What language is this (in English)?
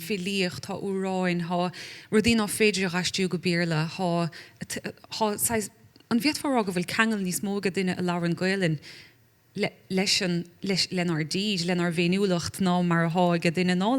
Irish